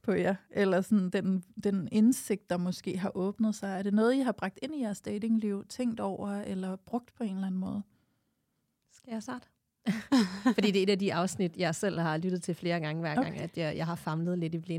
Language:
Danish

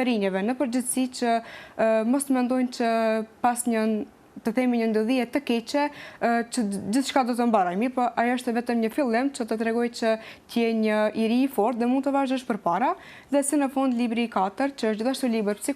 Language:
Albanian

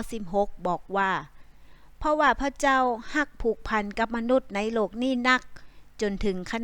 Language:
Northern Thai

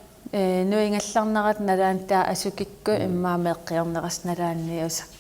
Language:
Kalaallisut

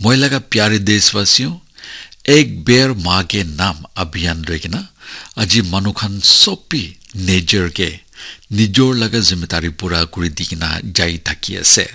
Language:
Naga Pidgin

